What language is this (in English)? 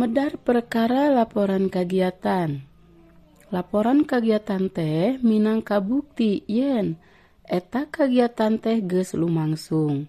Sundanese